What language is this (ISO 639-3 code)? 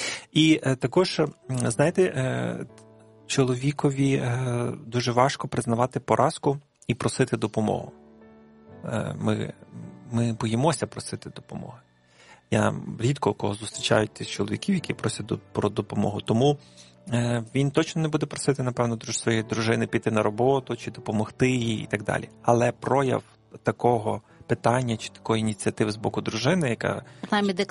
ukr